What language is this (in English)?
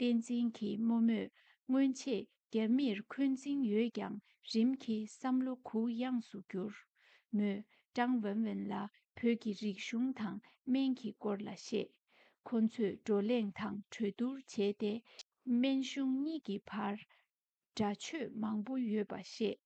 Tibetan